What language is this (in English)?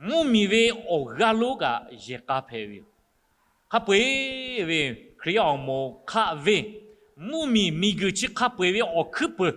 Lahu